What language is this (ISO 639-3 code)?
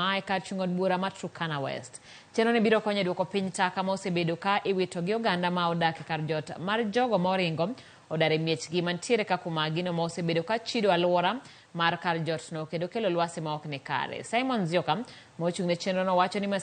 luo